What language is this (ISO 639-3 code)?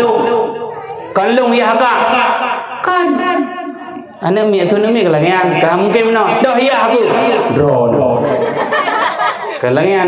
ace